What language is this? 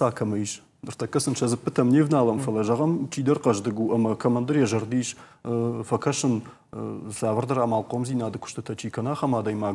Ossetic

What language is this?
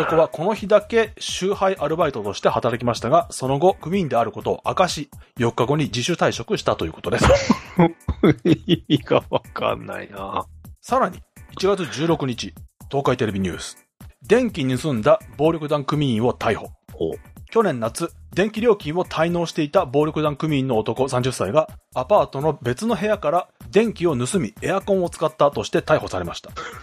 Japanese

